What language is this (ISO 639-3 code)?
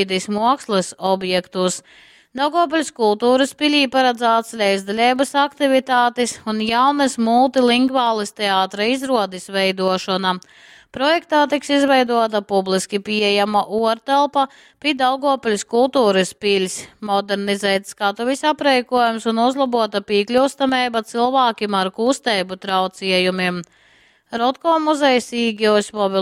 ltg